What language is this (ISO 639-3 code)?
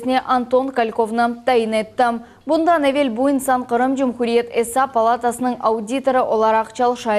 crh